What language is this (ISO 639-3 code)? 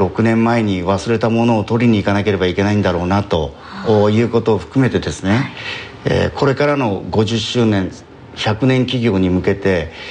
jpn